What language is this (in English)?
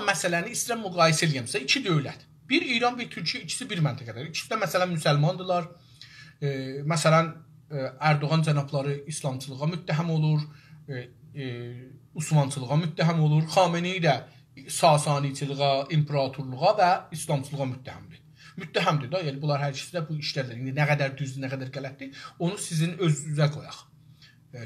South Azerbaijani